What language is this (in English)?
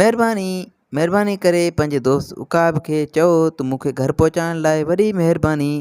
Sindhi